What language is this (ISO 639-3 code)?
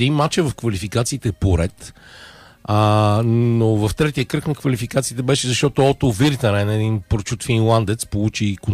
bul